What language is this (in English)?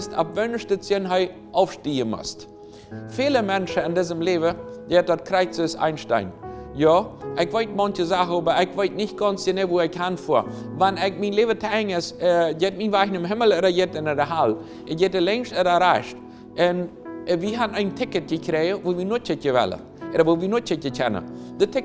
Plautdietsch